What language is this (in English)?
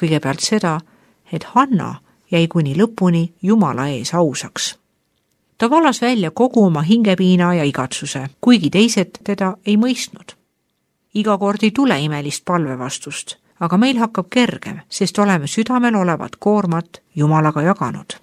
Estonian